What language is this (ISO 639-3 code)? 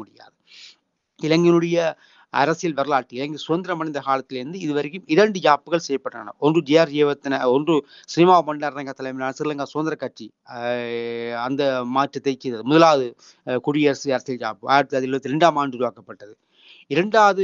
tam